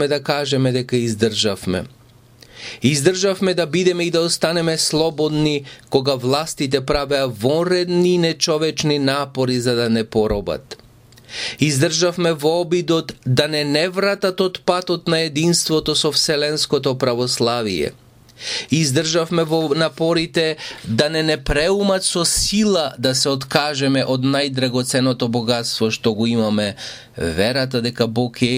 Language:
Macedonian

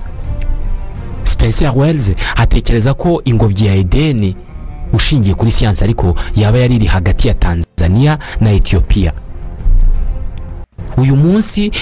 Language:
Kinyarwanda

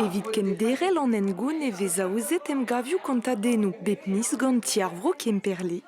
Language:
Breton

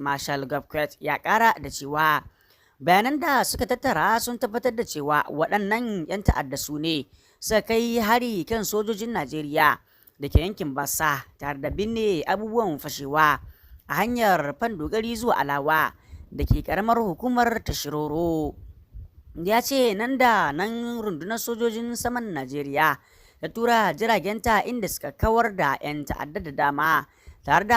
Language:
Hausa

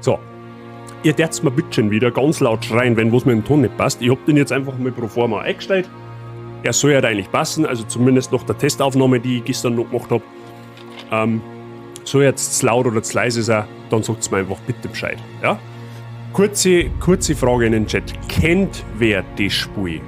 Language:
Bavarian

